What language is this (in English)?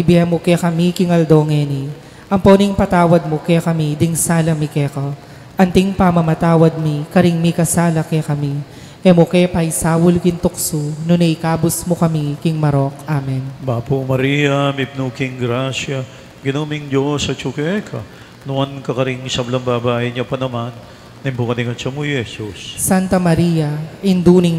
Pampanga